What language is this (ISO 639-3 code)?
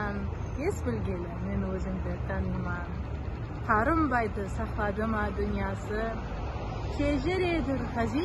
kaa